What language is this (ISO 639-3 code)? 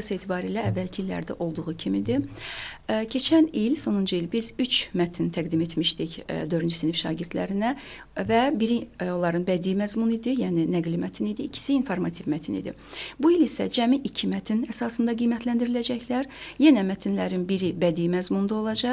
aze